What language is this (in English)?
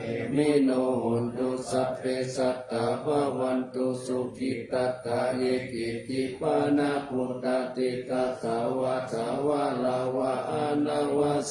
Pali